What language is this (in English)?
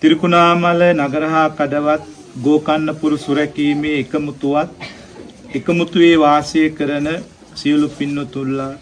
Sinhala